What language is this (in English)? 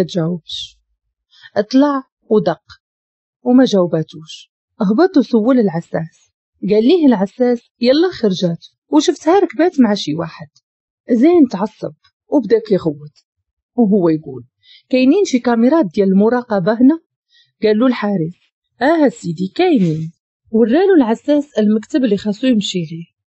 Moroccan Arabic